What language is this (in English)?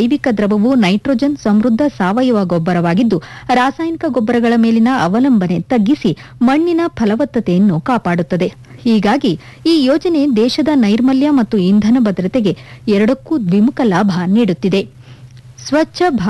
Kannada